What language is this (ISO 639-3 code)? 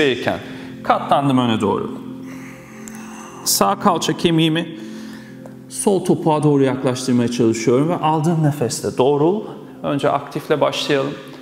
tur